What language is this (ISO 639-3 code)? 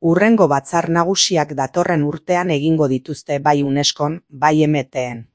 eus